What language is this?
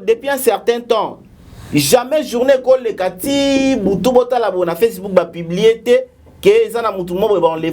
Lingala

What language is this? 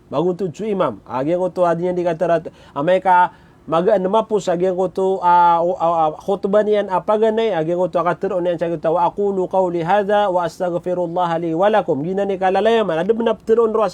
Maranao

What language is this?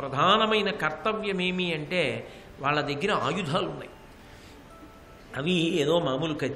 Telugu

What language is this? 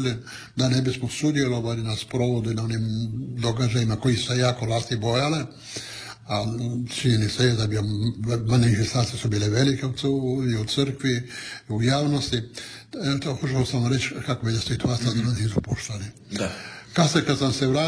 Croatian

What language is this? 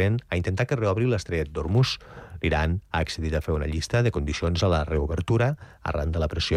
Catalan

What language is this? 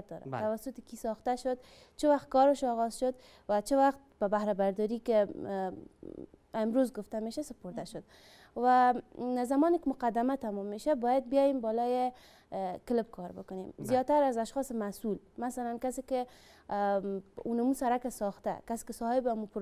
Persian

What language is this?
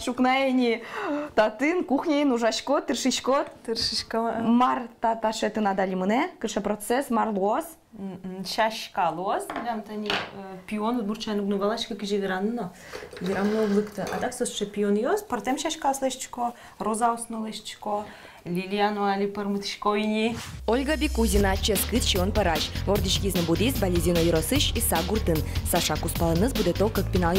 Udmurt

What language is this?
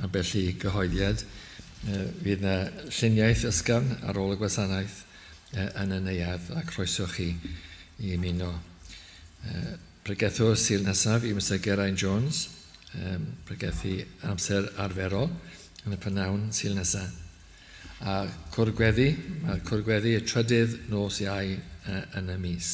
Welsh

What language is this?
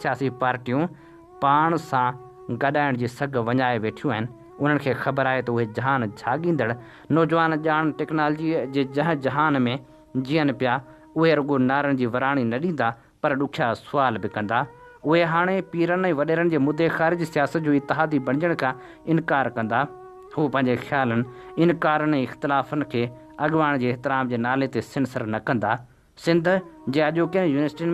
Sindhi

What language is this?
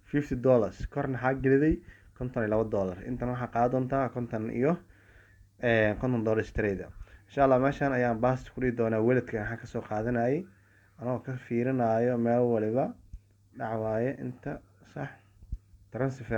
Somali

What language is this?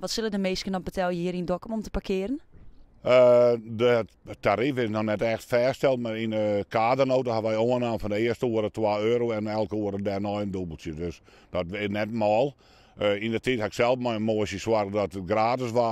Western Frisian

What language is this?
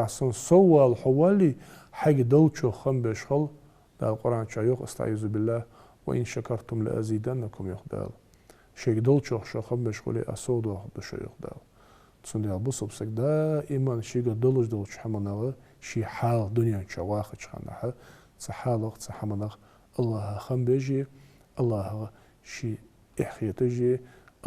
Ingush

